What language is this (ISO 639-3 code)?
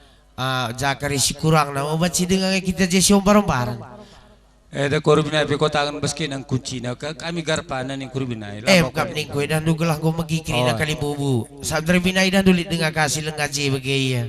btx